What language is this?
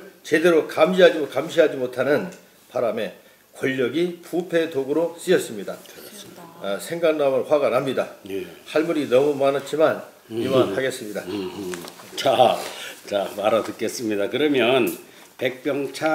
Korean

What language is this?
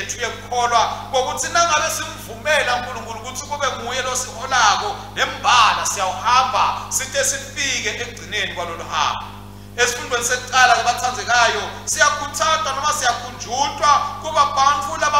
Swati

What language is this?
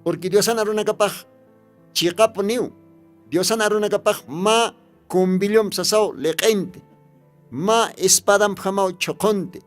Aymara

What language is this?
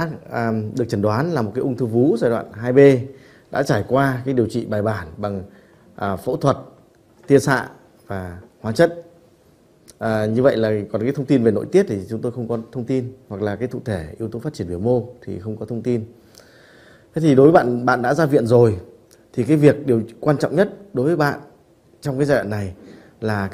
Vietnamese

